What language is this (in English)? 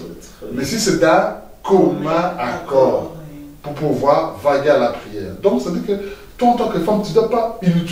French